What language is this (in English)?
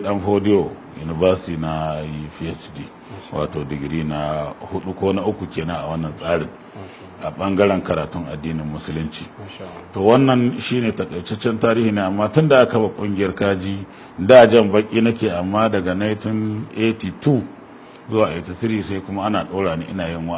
Hausa